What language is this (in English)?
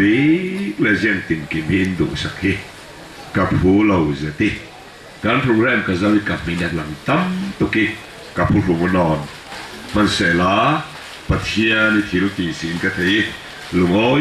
Falam Chin